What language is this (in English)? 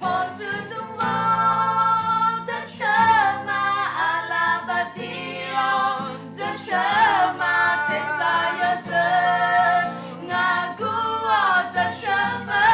Akha